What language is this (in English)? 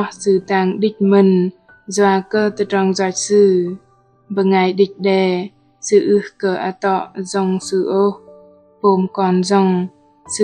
Bahnar